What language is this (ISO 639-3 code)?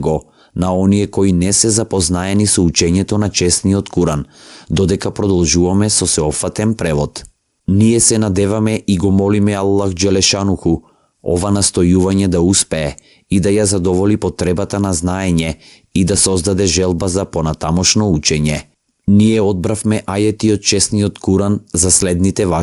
mkd